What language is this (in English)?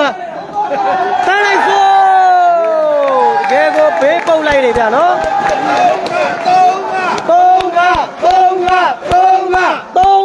Burmese